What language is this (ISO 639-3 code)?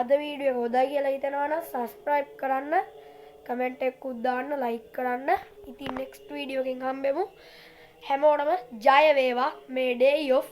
sin